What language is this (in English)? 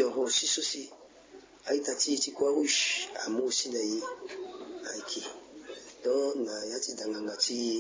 Sango